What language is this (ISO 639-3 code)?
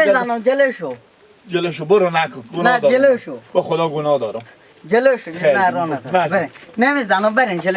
fas